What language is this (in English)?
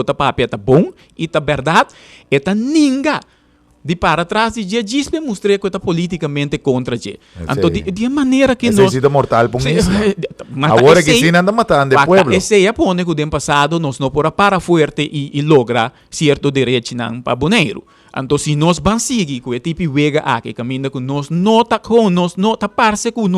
Papiamento